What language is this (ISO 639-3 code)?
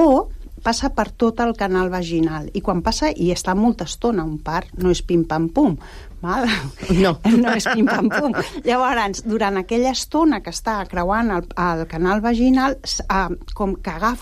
cat